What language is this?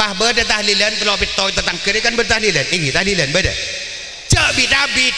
Madurese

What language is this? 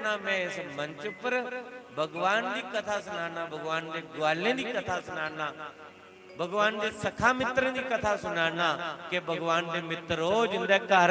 Dogri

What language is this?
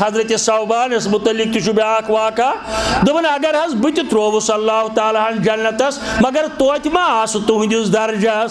Kashmiri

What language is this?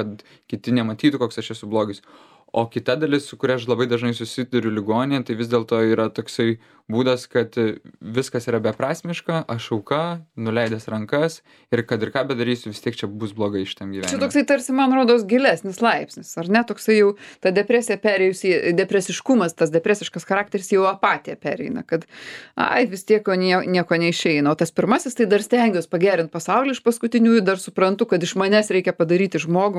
Lithuanian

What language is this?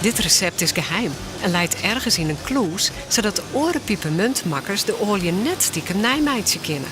Western Frisian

